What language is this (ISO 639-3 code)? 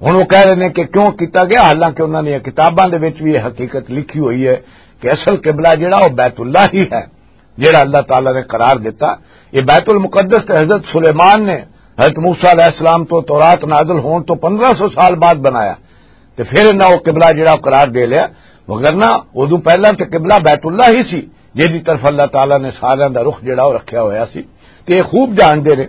lah